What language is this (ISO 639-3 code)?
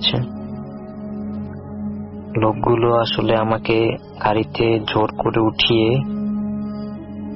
ben